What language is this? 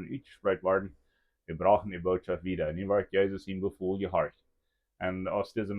Plautdietsch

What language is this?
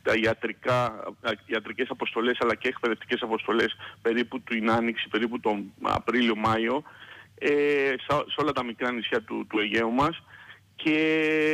Greek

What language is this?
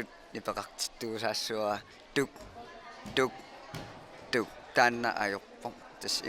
Kalaallisut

